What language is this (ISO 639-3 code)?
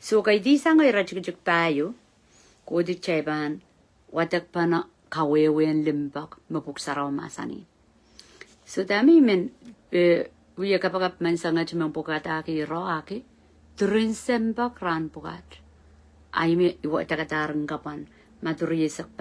pon